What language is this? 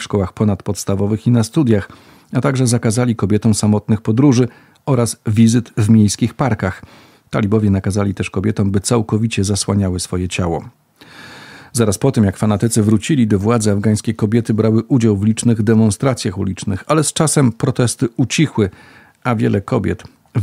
Polish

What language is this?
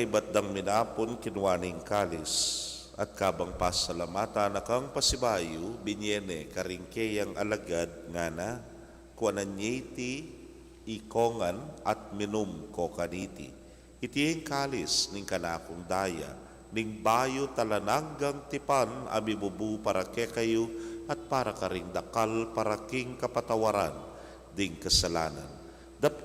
Pampanga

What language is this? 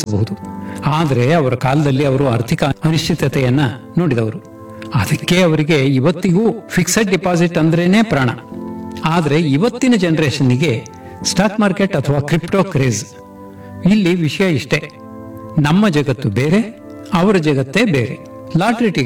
Kannada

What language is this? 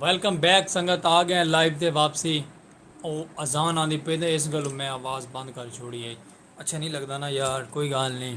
Saraiki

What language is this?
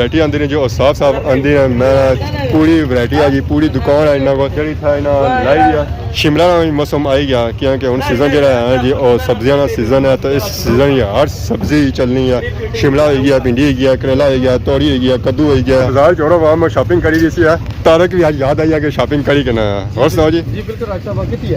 Pahari-Potwari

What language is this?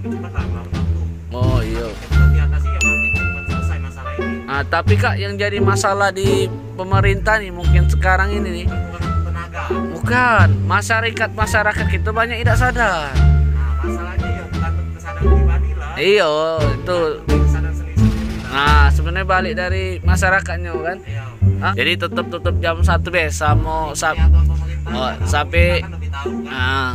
Musi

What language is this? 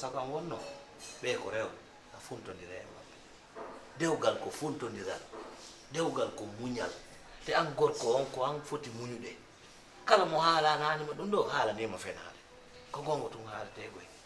Fula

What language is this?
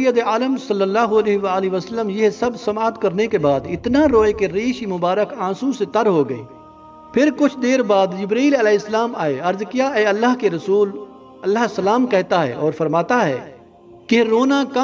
Urdu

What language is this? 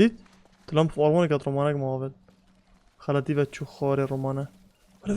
Kurdish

